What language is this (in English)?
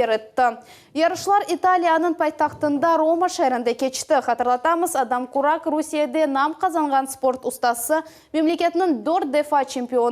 Crimean Tatar